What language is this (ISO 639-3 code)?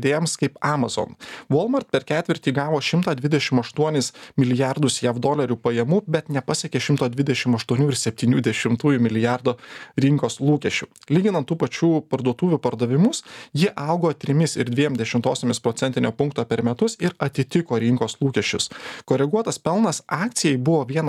lit